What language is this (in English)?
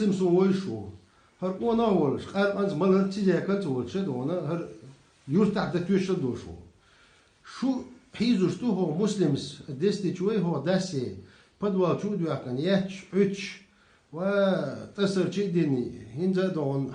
Chechen